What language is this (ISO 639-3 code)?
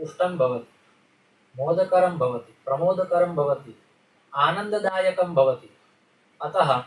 san